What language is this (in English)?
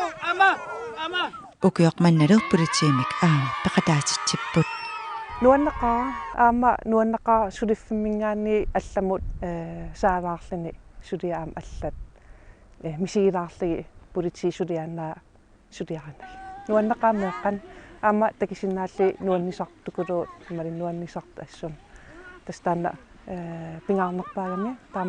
Kalaallisut